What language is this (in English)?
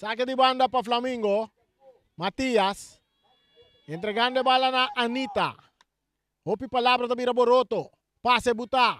Papiamento